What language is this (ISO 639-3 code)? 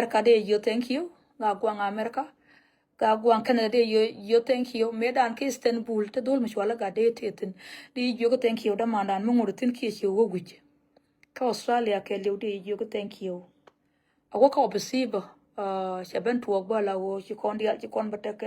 nus